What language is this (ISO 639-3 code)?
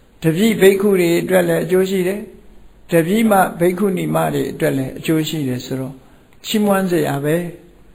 mya